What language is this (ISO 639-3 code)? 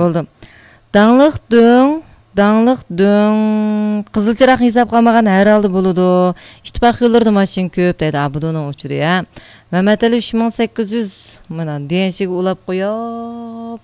uig